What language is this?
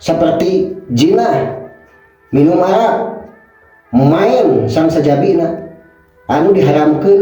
Sundanese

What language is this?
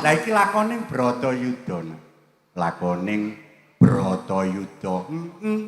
Javanese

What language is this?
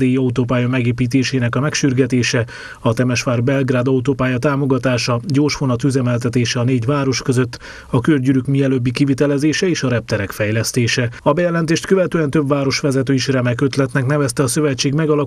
Hungarian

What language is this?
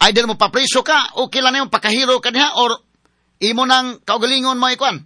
Cebuano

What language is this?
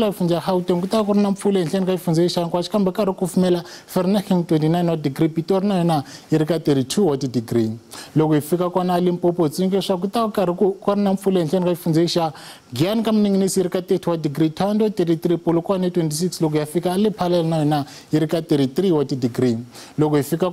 Tsonga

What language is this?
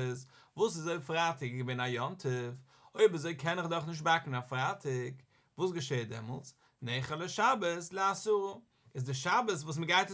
Yiddish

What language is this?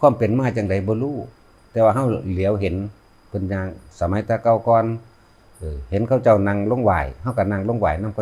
Lao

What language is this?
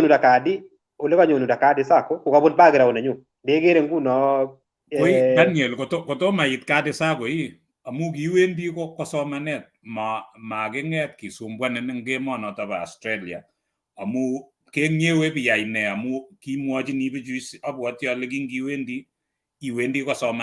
Kalenjin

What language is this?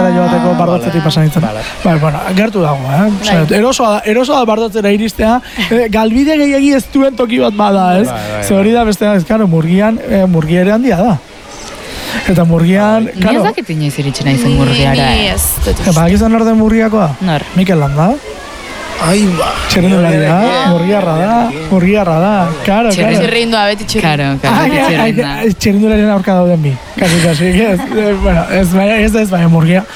Basque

